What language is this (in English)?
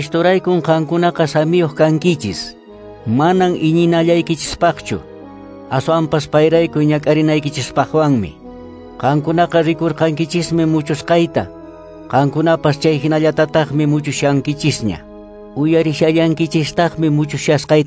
Quechua